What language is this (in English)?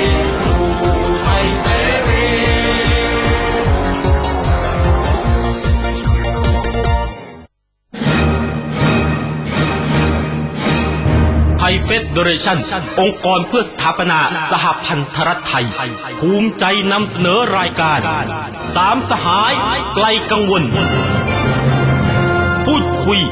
Thai